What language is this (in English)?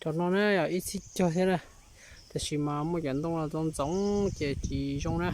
Hmong